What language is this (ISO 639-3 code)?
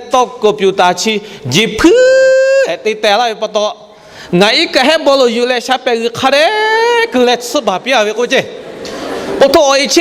lhu